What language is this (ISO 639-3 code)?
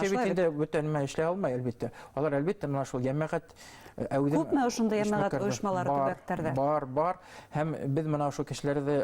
bak